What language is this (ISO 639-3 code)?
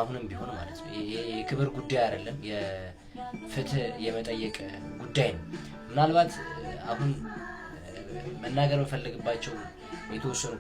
amh